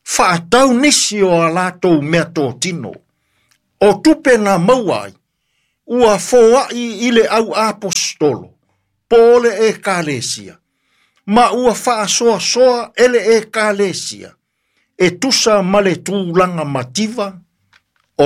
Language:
Samoan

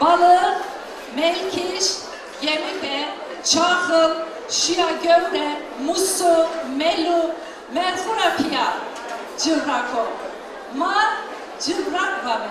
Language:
Zaza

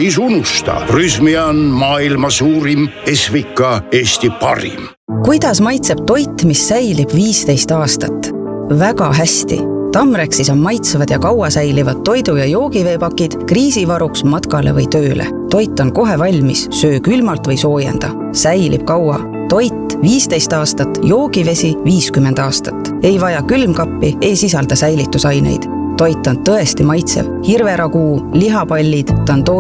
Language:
Estonian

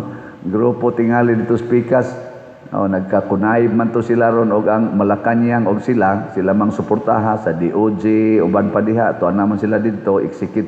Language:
Cebuano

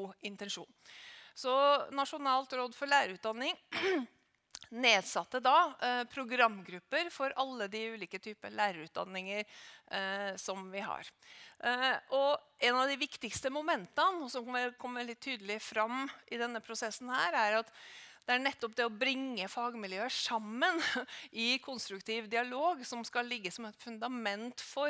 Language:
Norwegian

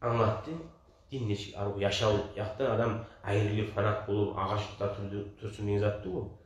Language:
Kumyk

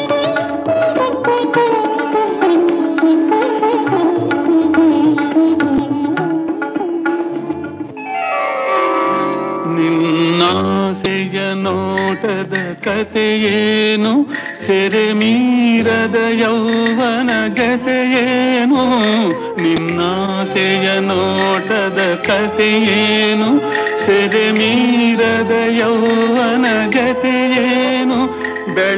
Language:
Kannada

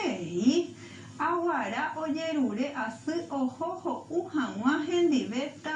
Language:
Guarani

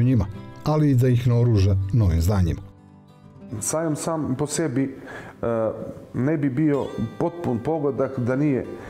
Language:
Serbian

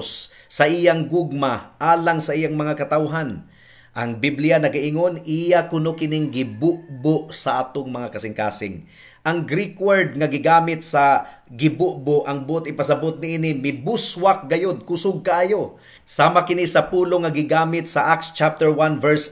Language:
Cebuano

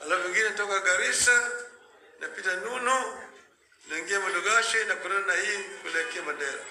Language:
Swahili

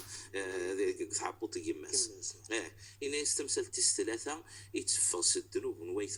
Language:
Kabyle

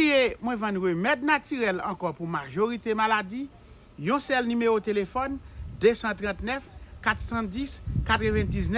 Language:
Haitian Creole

